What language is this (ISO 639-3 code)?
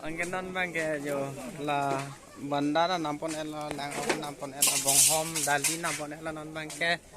mjw